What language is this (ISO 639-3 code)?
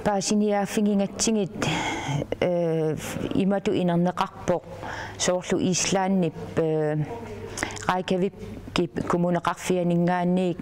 kal